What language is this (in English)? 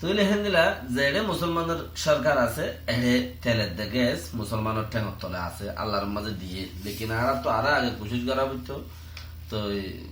Rohingya